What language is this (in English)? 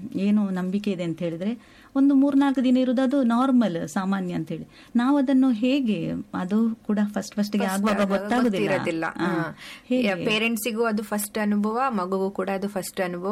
Kannada